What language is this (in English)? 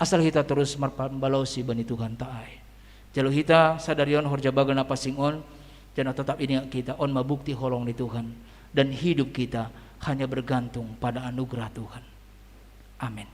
Batak Simalungun